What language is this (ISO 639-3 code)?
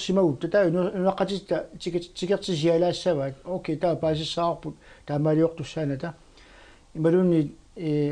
kal